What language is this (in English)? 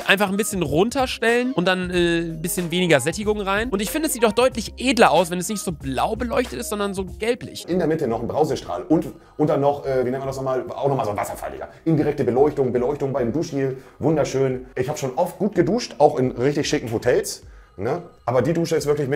German